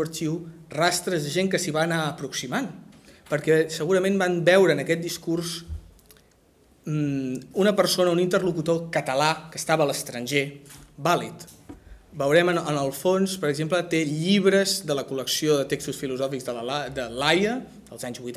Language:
Catalan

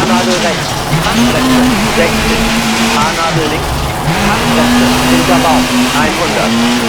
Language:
Bavarian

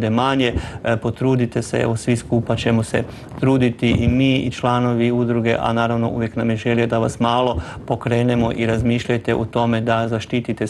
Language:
Croatian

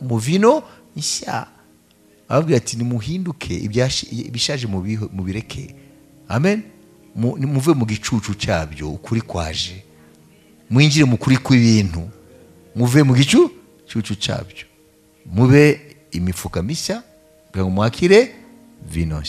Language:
Kinyarwanda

